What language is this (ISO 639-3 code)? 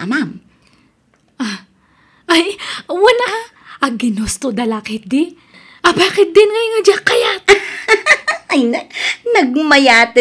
ilo